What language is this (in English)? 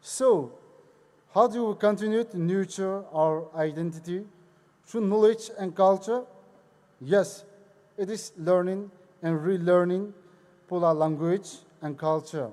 Poumei Naga